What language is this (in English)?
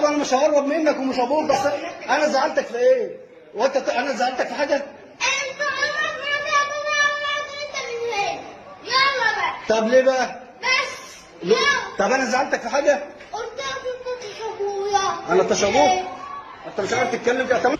Egyptian Arabic